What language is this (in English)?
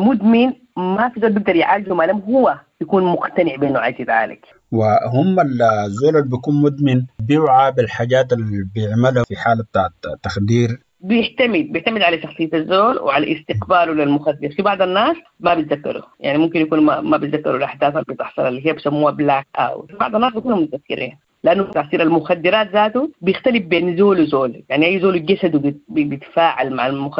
Sudanese Arabic